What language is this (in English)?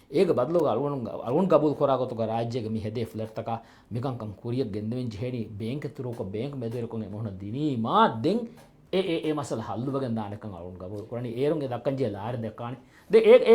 Divehi